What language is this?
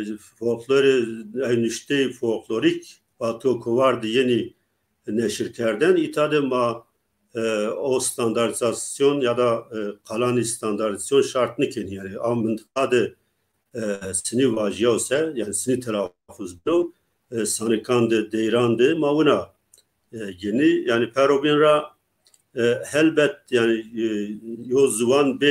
Zaza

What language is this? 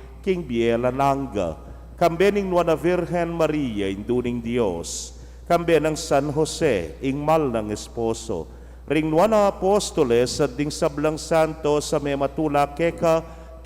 Pampanga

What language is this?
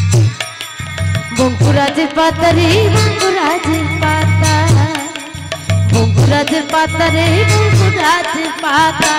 Bangla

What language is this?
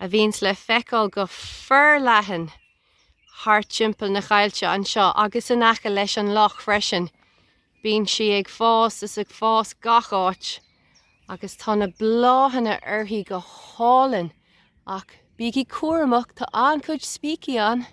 Irish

